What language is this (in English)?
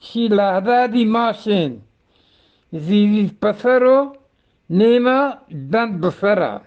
Eastern Balochi